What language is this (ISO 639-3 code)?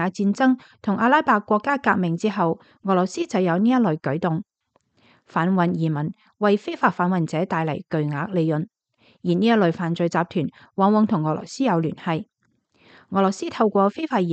yue